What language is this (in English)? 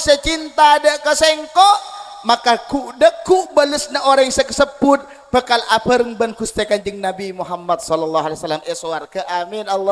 Madurese